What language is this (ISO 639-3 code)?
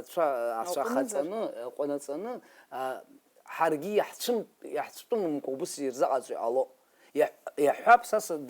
abk